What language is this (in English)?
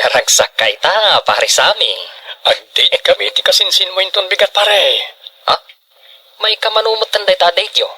Iloko